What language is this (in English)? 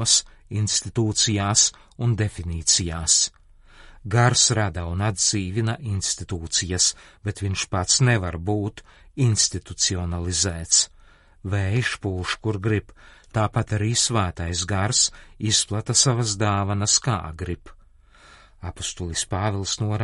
Latvian